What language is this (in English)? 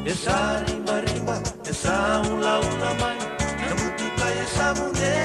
Fijian